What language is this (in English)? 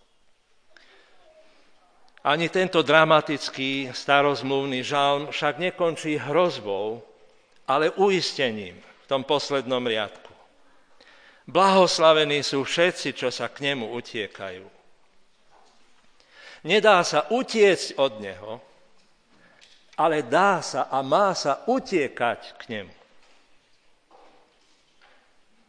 Slovak